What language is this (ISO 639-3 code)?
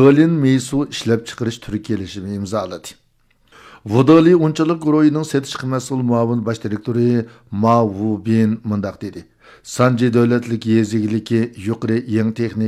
uig